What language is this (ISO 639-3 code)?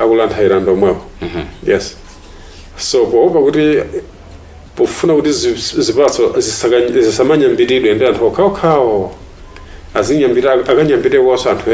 nya